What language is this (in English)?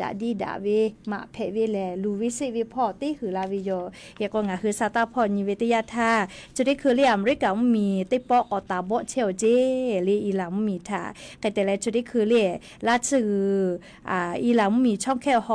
Lahu